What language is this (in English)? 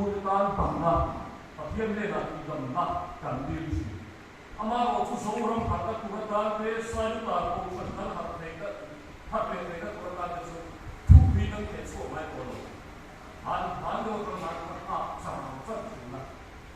Mizo